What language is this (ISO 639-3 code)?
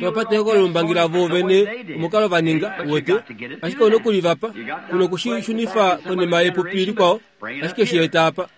kua